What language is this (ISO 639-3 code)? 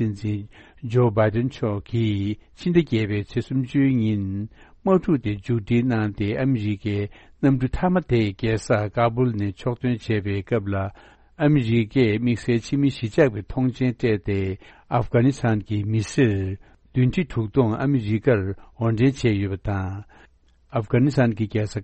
bod